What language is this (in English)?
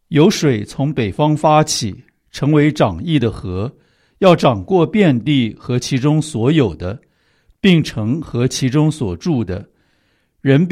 Chinese